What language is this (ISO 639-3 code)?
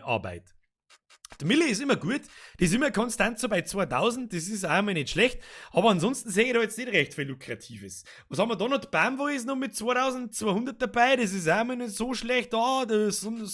bar